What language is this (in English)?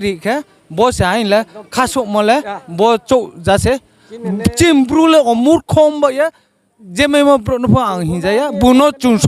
Riang (India)